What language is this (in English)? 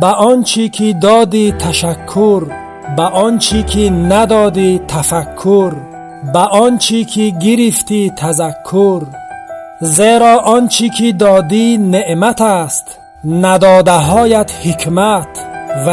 Tajik